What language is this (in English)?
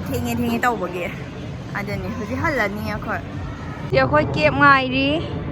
Manipuri